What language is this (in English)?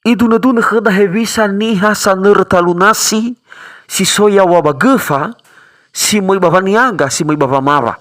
Nias